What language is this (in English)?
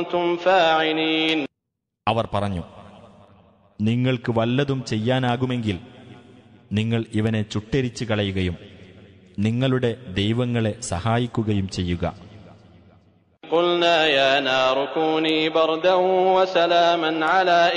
Malayalam